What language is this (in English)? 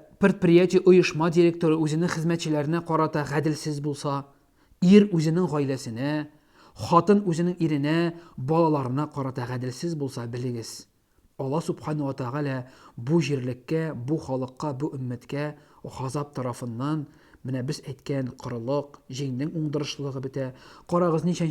Tatar